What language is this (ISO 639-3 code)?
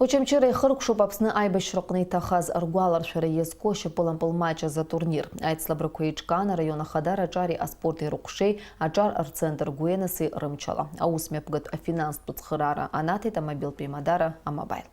abk